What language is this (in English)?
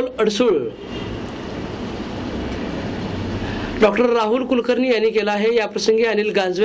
Marathi